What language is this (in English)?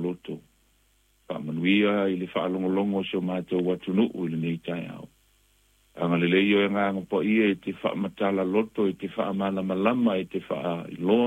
Samoan